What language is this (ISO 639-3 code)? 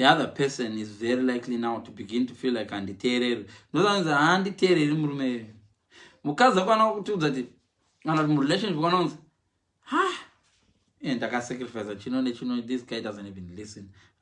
sna